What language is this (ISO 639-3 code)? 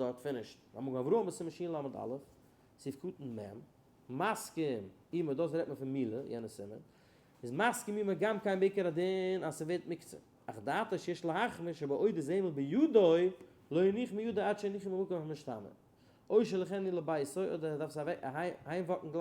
yid